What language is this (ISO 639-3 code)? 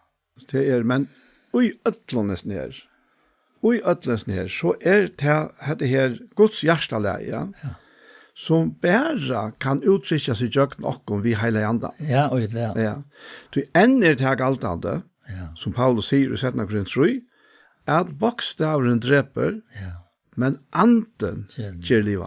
fao